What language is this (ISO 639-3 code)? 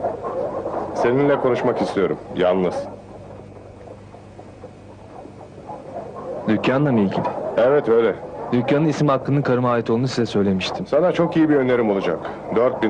tur